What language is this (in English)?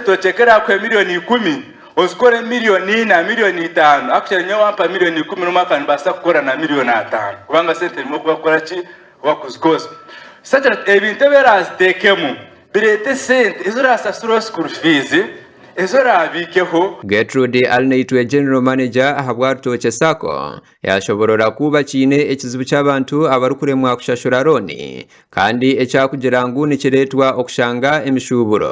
Nyankole